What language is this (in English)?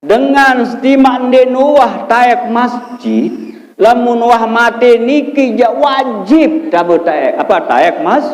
Sasak